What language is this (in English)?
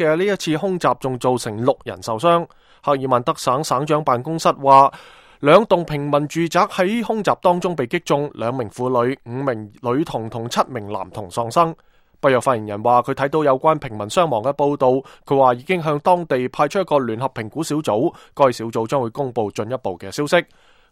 Cantonese